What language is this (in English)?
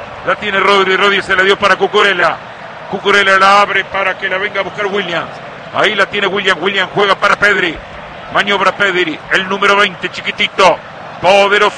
Spanish